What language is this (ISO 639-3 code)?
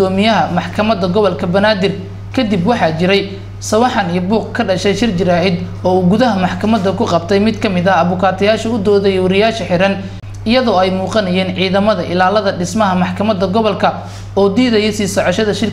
som